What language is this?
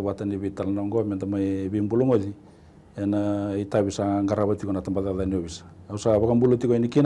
Fijian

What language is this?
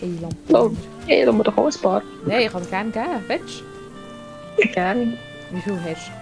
Swiss German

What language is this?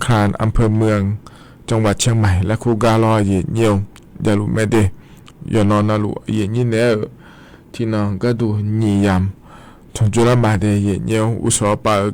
Akha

